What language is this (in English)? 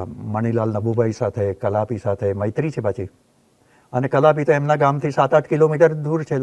Gujarati